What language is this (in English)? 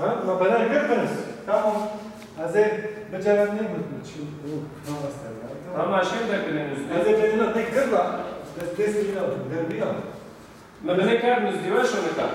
Zaza